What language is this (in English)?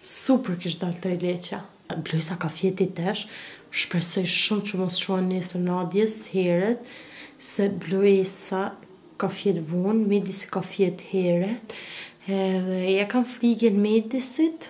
Albanian